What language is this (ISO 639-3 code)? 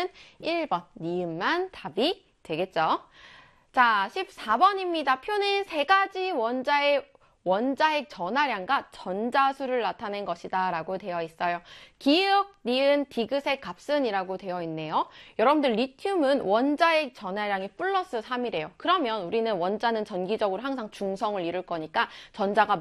kor